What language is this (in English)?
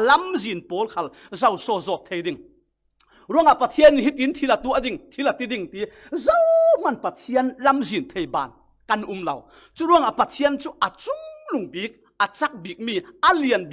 Falam Chin